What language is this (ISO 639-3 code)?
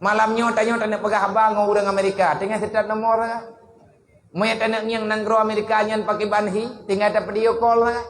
ace